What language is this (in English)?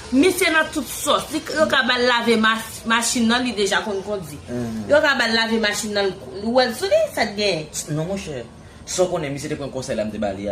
Haitian Creole